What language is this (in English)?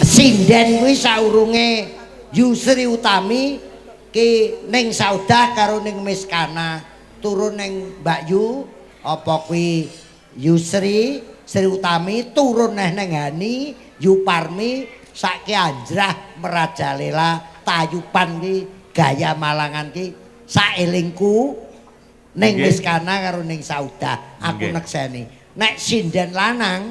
Javanese